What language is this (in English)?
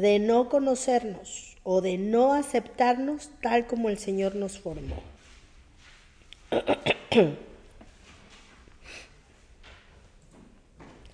Spanish